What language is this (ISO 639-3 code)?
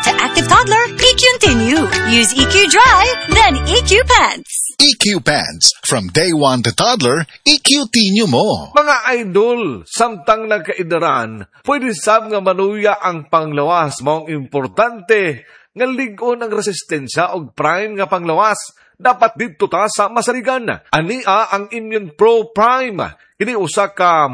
ceb